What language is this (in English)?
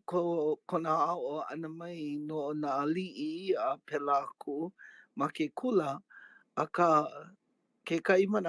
Hawaiian